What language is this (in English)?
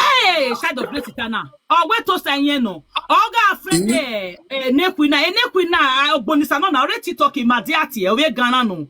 Nigerian Pidgin